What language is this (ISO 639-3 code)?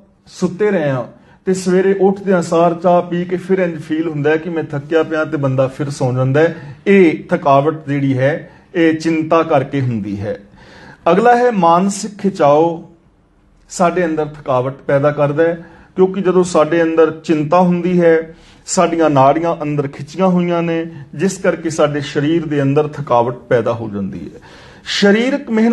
pan